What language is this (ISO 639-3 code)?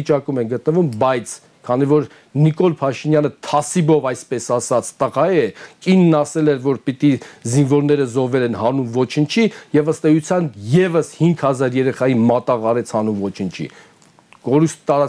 hye